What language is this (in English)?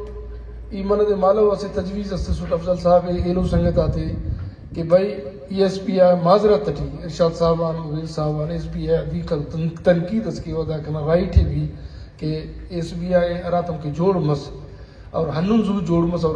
Brahui